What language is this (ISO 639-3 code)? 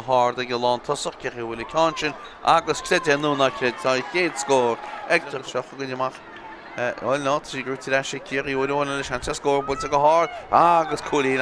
gle